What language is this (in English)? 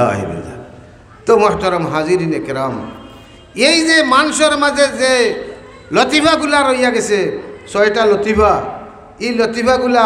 Sylheti